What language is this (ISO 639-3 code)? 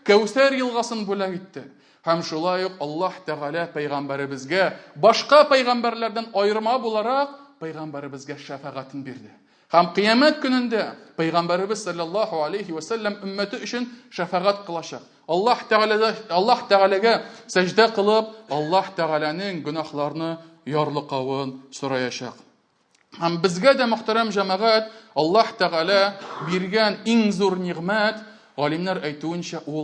tat